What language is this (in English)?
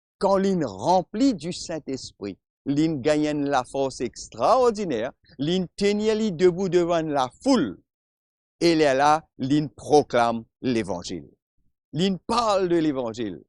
Morisyen